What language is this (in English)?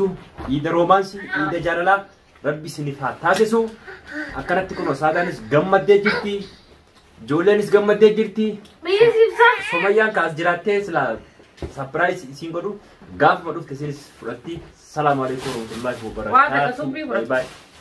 Oromo